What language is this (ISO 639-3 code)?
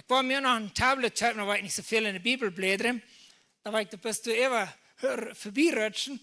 pdt